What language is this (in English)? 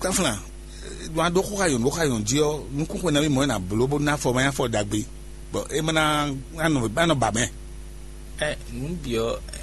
Fon